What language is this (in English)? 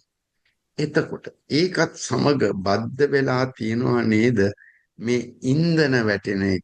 Sinhala